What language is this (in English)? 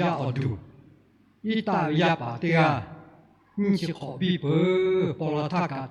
Lahu